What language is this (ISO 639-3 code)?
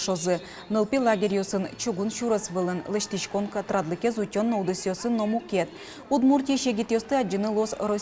udm